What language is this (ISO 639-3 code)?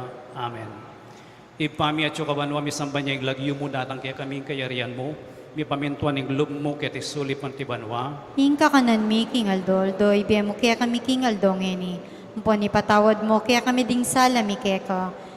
pam